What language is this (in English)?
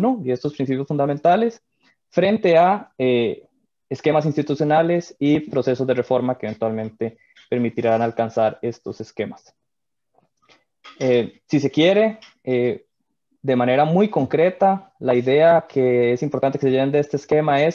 Spanish